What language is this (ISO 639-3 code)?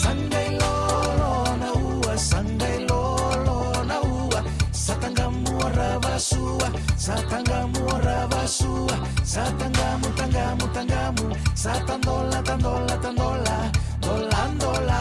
fij